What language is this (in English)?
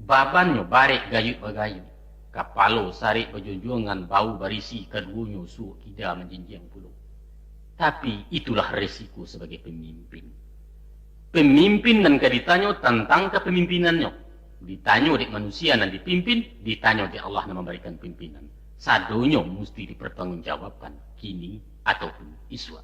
Minangkabau